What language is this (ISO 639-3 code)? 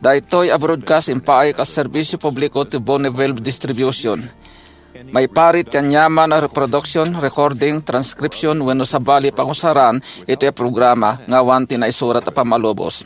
ilo